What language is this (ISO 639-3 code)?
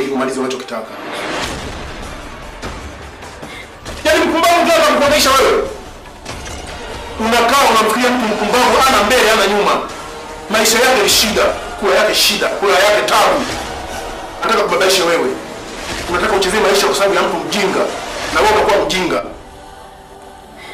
swa